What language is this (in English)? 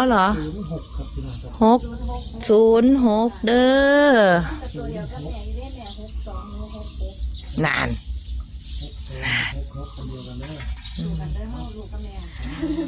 Northeastern Thai